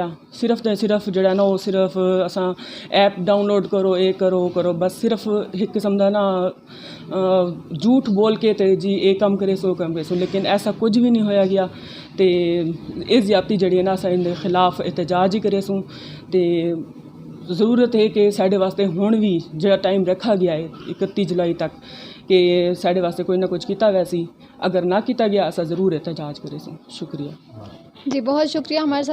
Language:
Saraiki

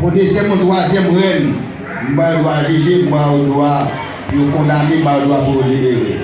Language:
Haitian Creole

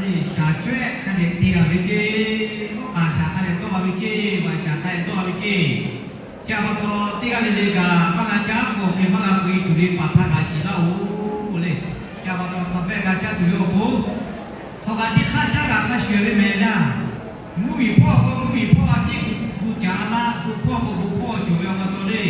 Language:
Lahu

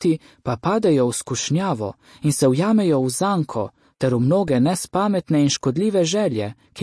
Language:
Slovenian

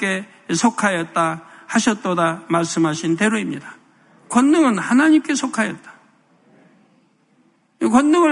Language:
Korean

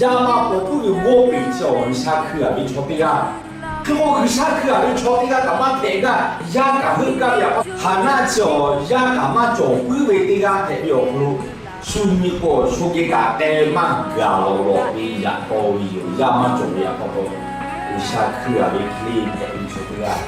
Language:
Lahu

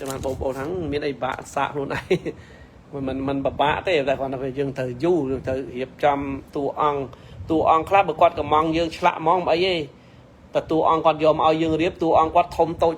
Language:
Khmer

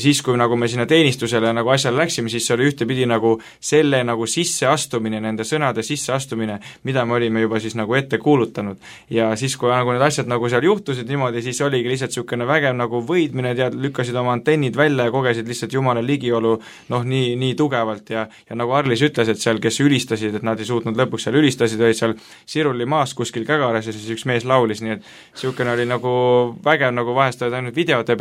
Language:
Estonian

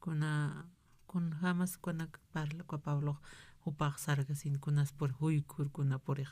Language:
Aymara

